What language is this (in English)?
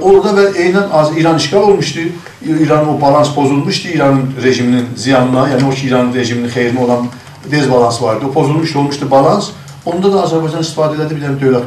South Azerbaijani